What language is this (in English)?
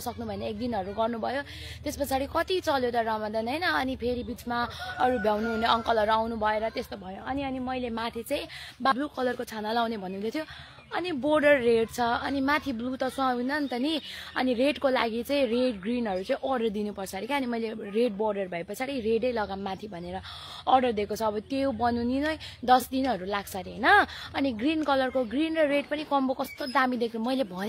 Nepali